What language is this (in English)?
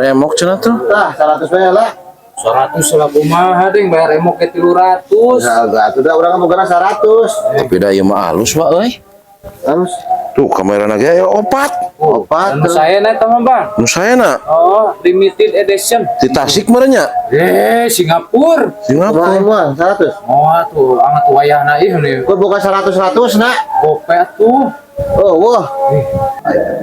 Sundanese